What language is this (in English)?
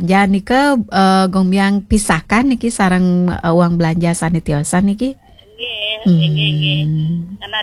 Balinese